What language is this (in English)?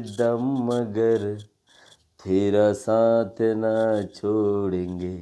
Rohingya